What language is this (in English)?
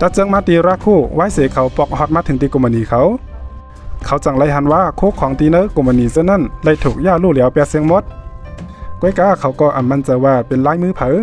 Shan